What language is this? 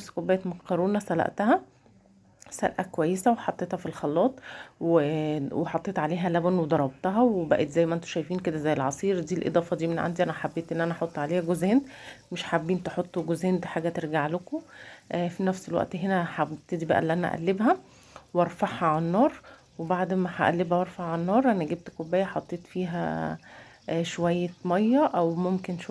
Egyptian Arabic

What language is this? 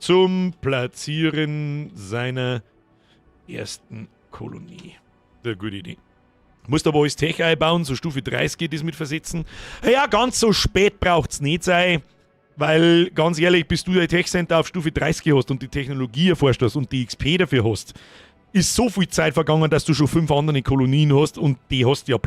Bavarian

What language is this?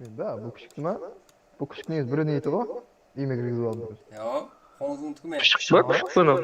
Kara-Kalpak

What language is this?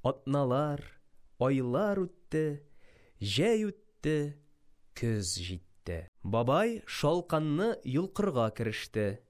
Tatar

